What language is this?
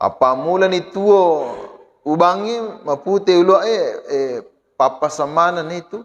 Buginese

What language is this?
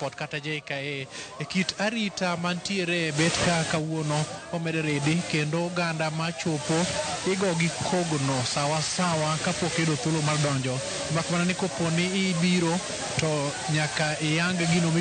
Luo (Kenya and Tanzania)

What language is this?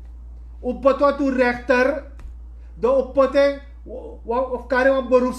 Sranan Tongo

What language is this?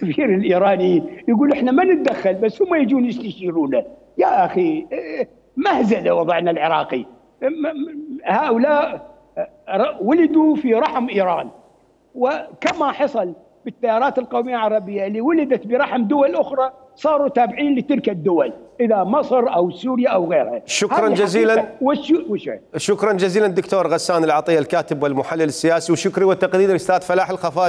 Mesopotamian Arabic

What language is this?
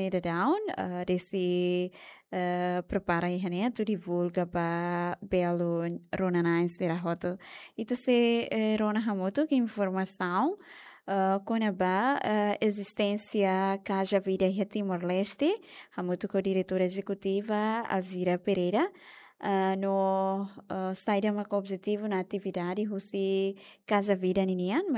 Tetum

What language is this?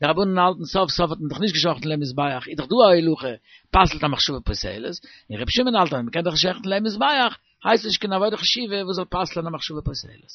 Yiddish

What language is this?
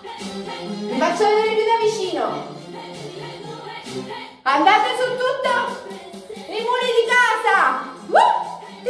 Italian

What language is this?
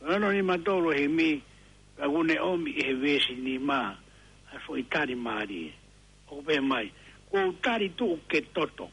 Tongan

